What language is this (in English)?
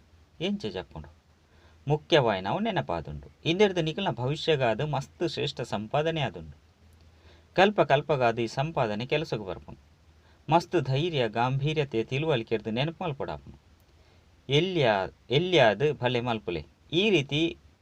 Tulu